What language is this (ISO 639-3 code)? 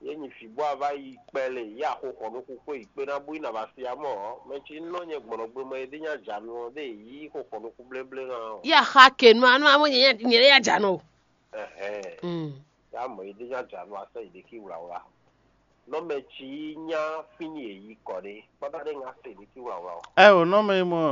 fon